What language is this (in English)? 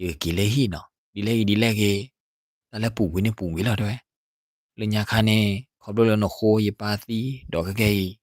S'gaw Karen